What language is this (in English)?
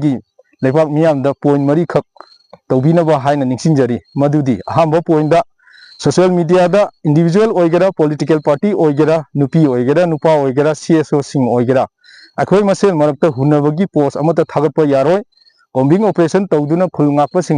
Manipuri